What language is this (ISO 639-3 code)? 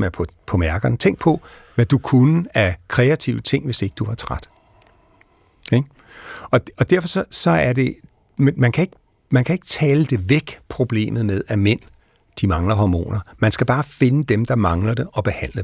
dan